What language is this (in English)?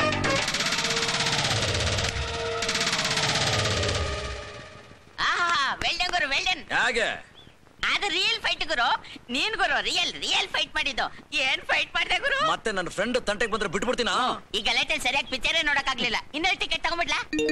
Kannada